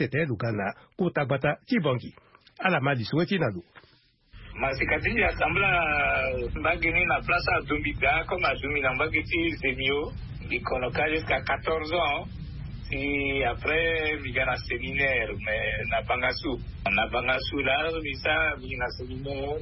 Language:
Sango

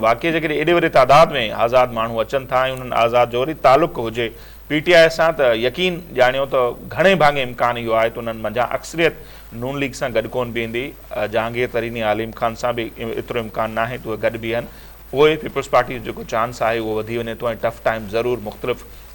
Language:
Sindhi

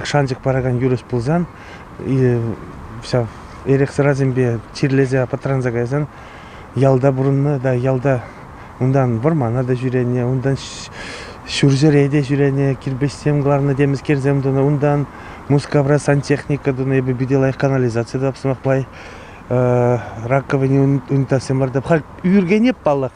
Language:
Chuvash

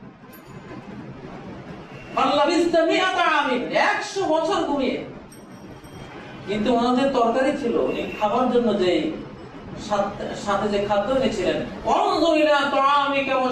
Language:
Bangla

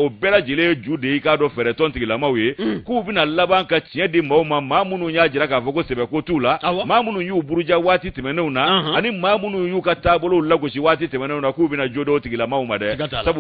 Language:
Bambara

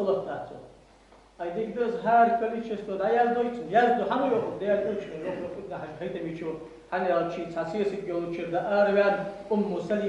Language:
Ingush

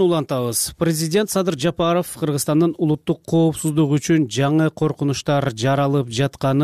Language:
Kyrgyz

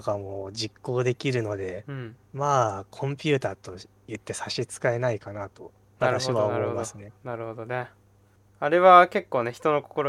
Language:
Japanese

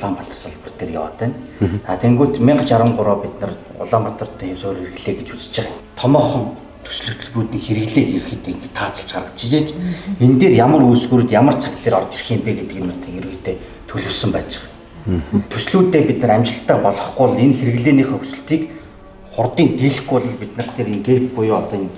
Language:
Mongolian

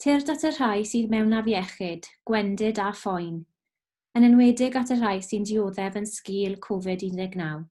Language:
Welsh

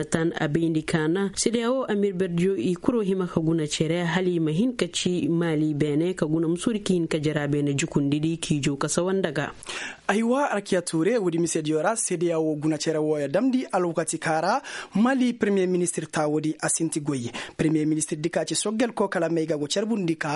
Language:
Koyraboro Senni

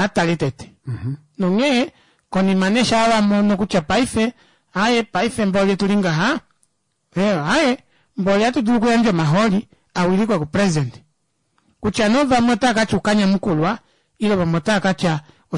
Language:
Kuanyama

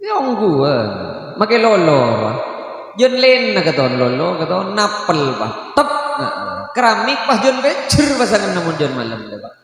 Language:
Madurese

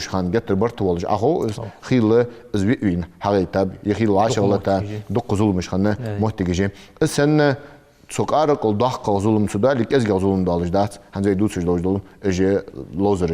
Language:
Ingush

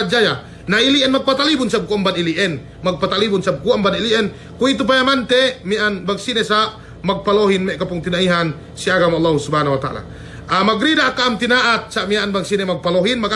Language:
Yakan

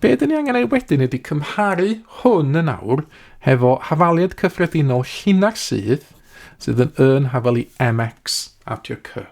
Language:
Welsh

